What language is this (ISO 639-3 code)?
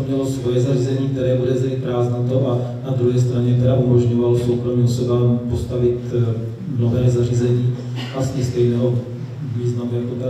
ces